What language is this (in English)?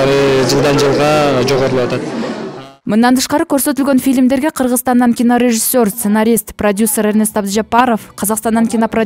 Kyrgyz